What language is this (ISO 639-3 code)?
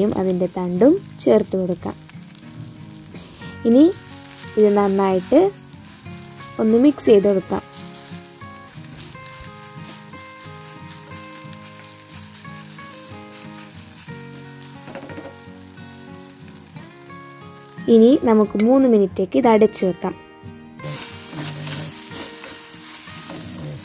mal